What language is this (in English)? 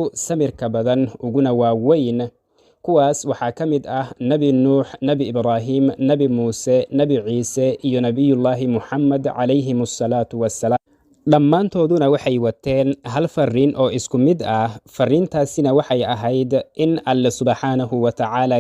Somali